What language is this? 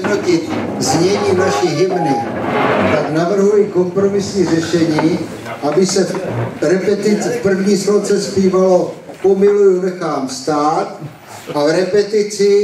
Czech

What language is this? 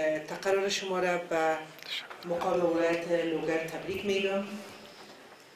Persian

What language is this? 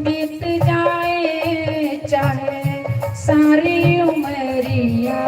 Dogri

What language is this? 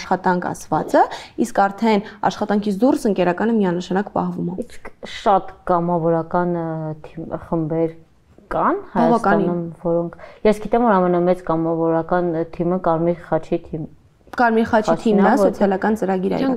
Armenian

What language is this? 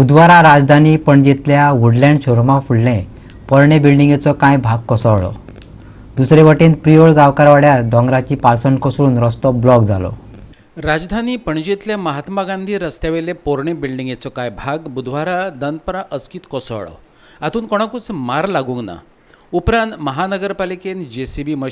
Konkani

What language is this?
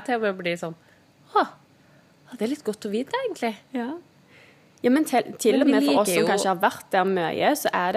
Norwegian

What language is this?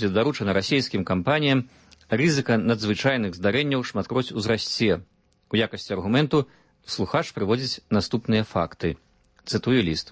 Belarusian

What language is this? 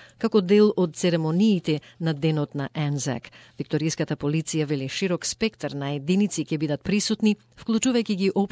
Macedonian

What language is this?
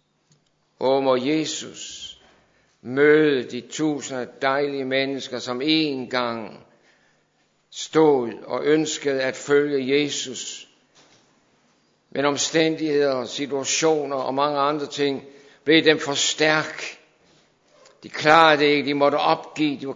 Danish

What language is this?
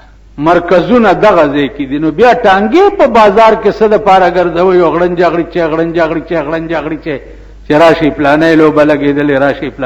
Pashto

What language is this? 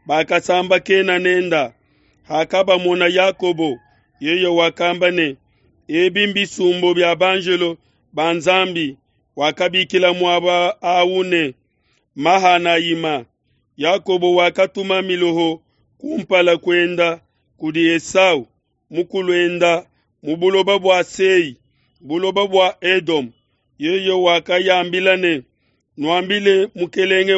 Luba-Lulua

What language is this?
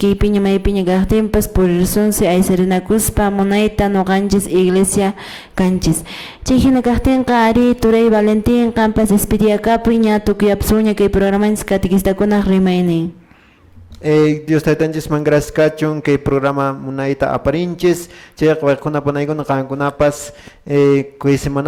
Quechua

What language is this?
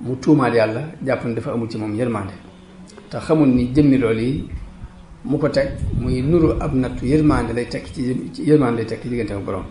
Wolof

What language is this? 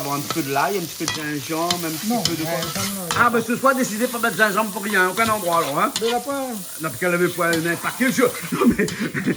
Réunion Creole French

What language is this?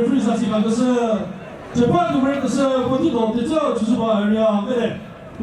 Chokri Naga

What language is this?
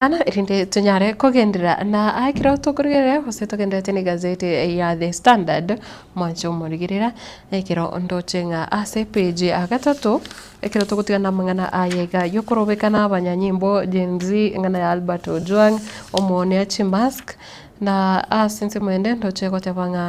Gusii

